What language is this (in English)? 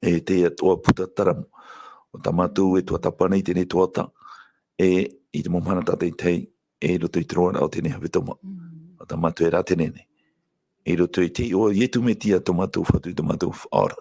Tahitian